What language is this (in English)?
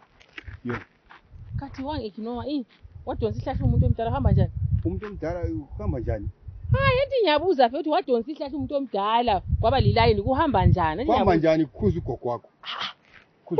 North Ndebele